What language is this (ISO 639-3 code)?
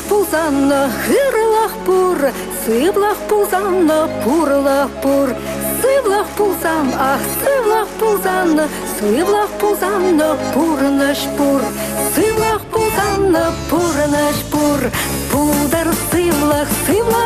chv